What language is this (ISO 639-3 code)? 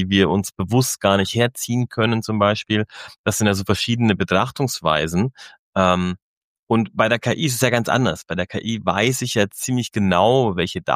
deu